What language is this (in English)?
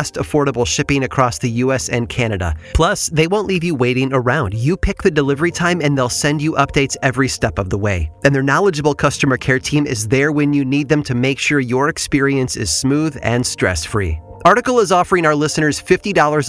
English